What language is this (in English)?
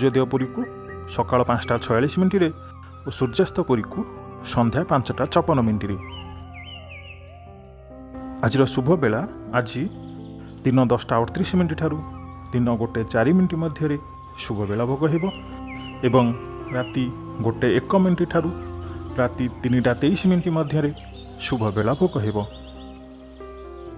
Odia